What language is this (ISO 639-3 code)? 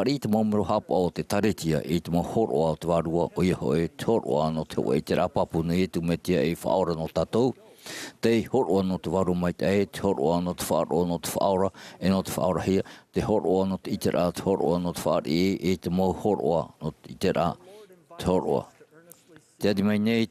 tah